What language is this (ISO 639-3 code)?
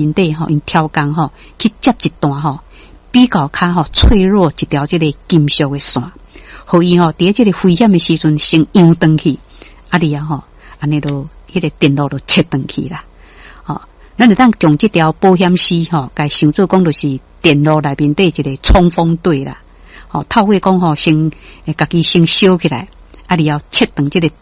nan